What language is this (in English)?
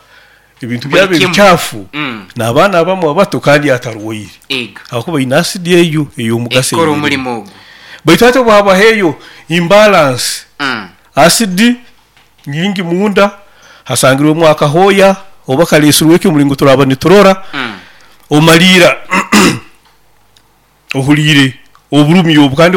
Nyoro